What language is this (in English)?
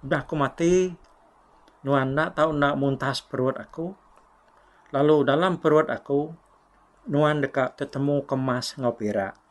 Iban